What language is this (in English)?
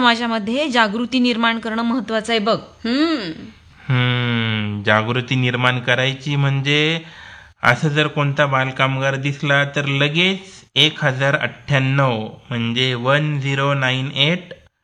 Marathi